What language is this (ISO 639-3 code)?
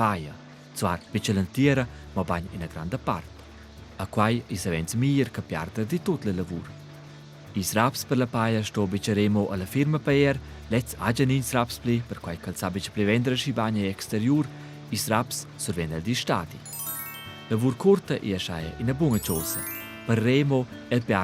roh